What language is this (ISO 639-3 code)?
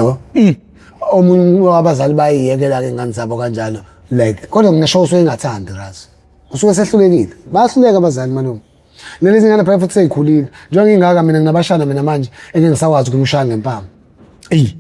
zul